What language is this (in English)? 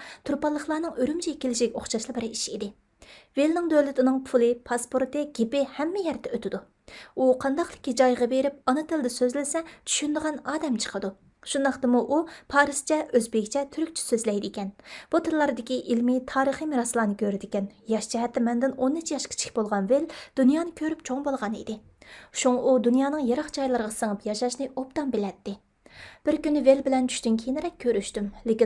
Uyghur